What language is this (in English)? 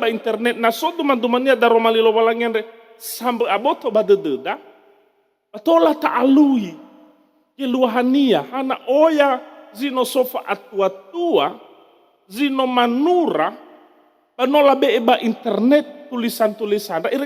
Nias